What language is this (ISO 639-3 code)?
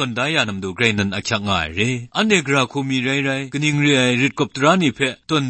kac